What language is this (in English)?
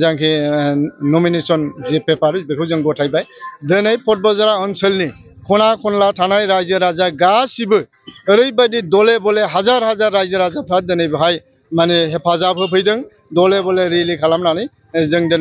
Bodo